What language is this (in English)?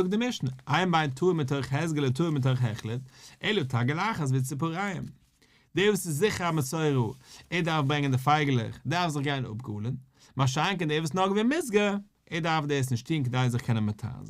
Yiddish